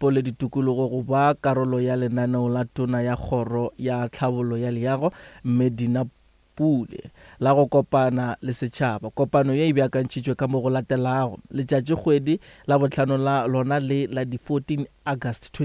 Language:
Northern Sotho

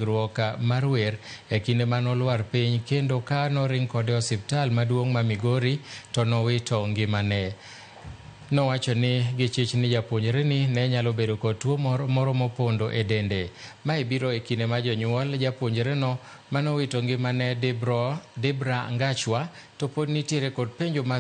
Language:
Luo (Kenya and Tanzania)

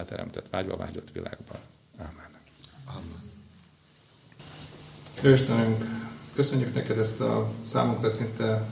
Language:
Hungarian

